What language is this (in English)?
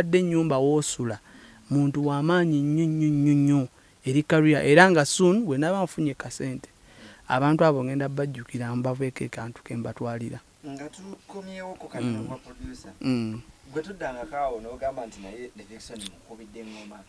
Ganda